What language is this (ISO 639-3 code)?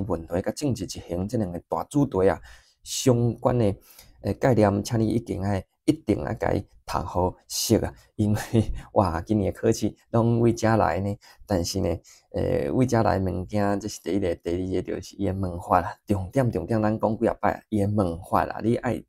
nan